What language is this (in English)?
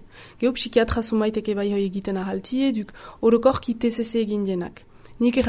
Basque